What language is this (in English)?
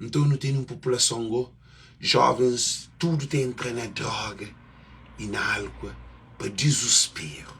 Kabuverdianu